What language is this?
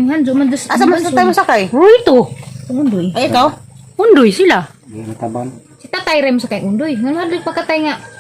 Cebuano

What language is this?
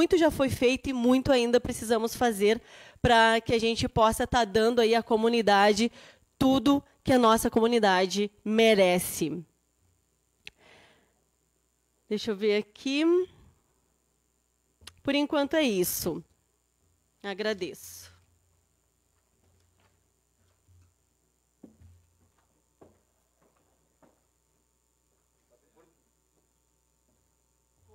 Portuguese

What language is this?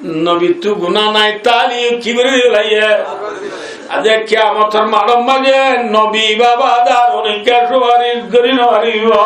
Rohingya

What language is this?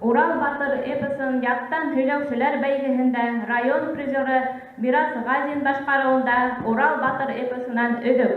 Bashkir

